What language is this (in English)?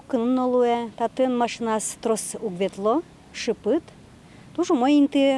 Udmurt